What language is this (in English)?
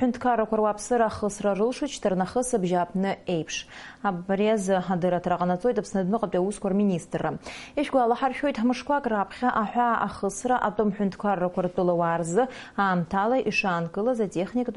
Abkhazian